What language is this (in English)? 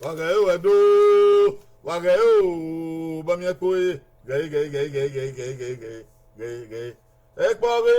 Bini